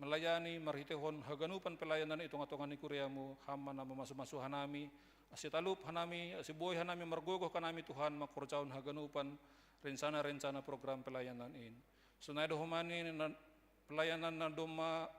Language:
Batak Simalungun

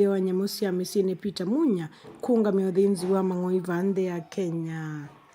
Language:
Kamba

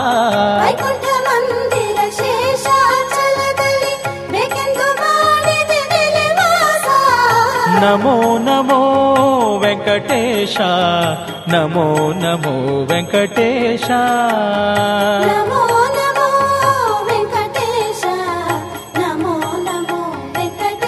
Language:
Kannada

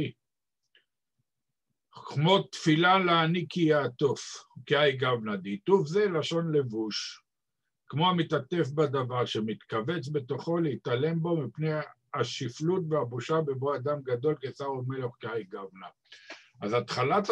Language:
Hebrew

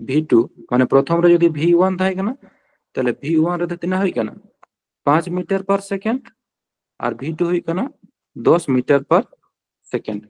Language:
Santali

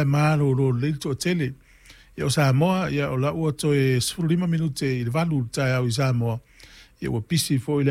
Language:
Samoan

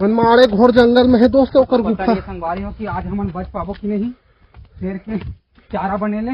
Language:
Chhattisgarhi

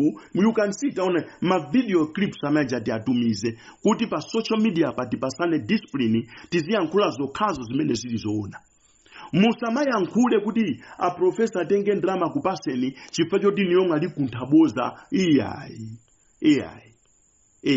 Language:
Nyanja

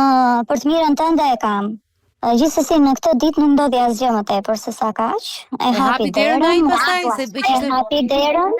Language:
Albanian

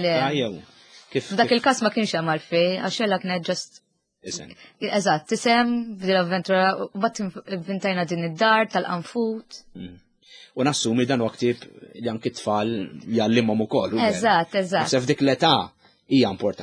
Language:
Maltese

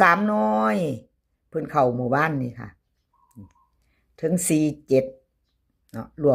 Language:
Northeastern Thai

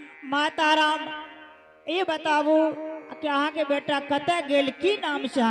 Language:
Angika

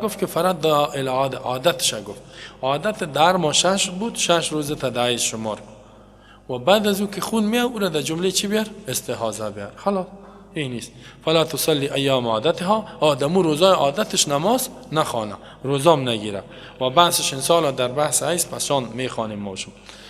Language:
Persian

